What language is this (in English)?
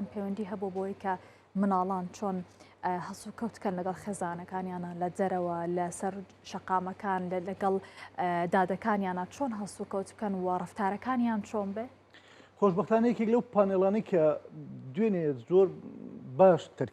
Central Kurdish